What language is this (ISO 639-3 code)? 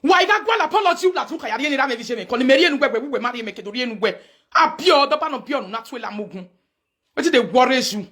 pcm